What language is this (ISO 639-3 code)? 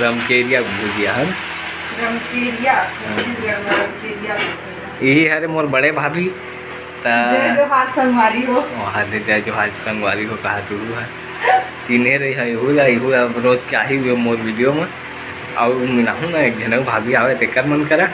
hne